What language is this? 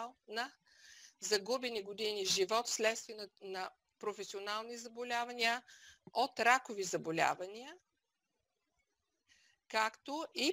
Bulgarian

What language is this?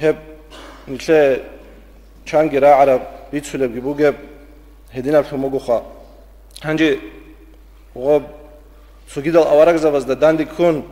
Avaric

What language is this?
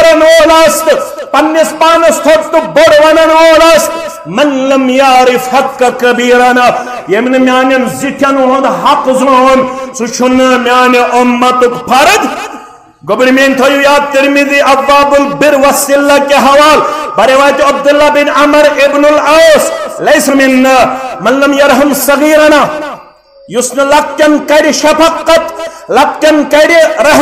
Kashmiri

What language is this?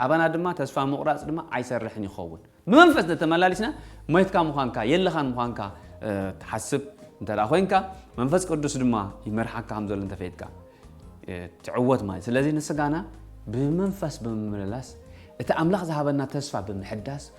Tigrinya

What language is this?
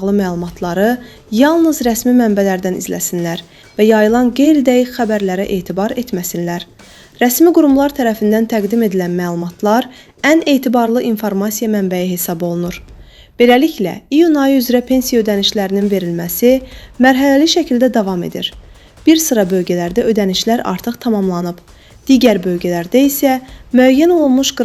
Azerbaijani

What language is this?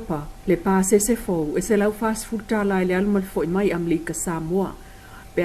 Samoan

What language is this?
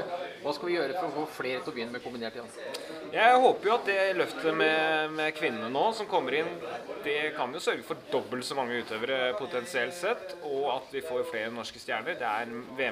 Norwegian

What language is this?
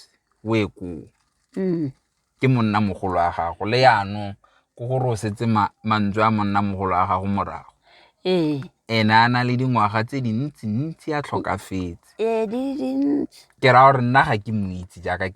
Tswana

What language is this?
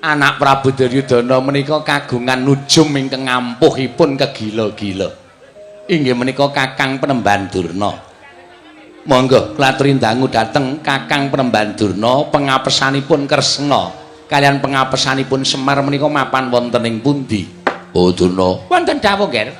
Javanese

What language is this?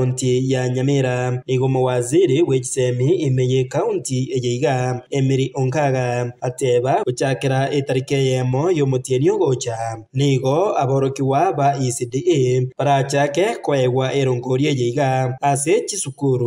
Gusii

